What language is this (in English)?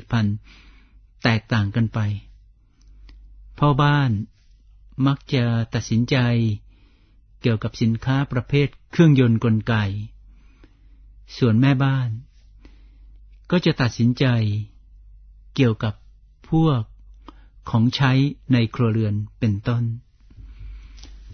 Thai